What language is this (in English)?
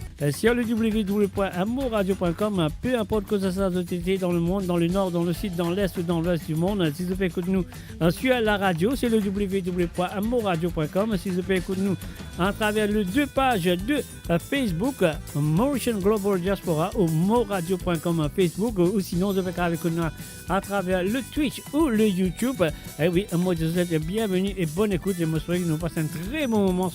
Morisyen